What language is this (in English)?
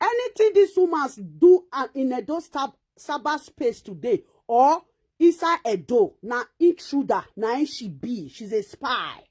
Nigerian Pidgin